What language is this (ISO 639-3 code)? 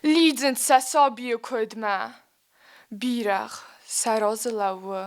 oss